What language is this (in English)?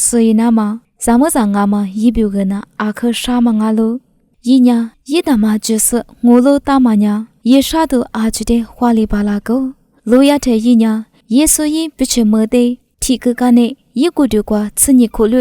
Lisu